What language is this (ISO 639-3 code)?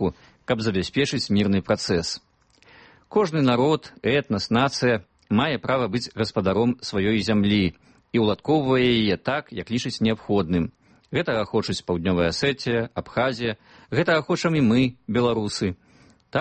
bel